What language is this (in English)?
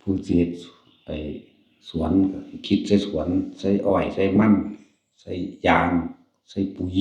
Northeastern Thai